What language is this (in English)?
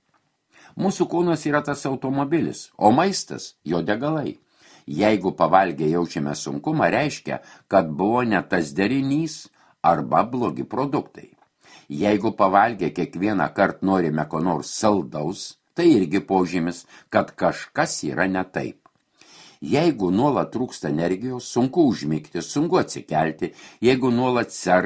Lithuanian